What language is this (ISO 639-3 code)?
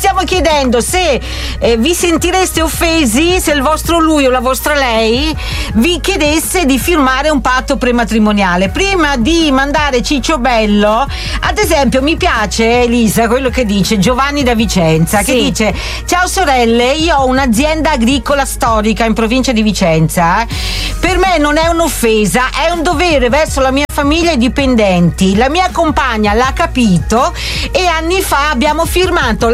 ita